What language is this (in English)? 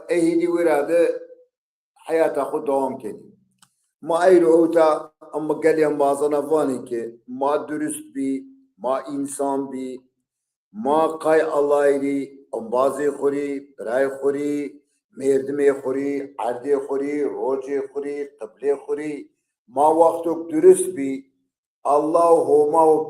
Zaza